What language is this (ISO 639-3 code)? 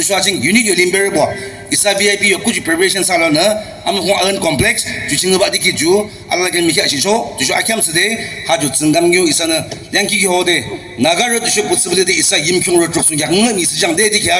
nag